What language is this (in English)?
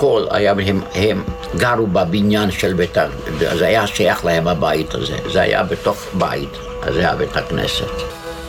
Hebrew